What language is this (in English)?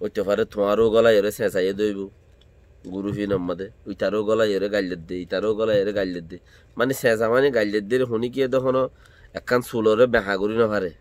Rohingya